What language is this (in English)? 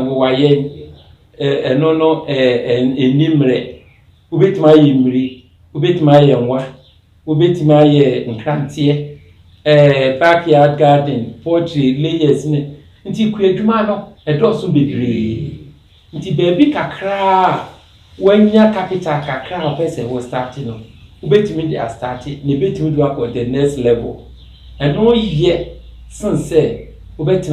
Akan